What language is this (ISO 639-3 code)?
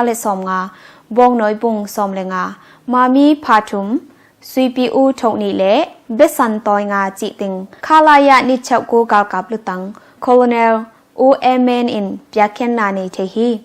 ctd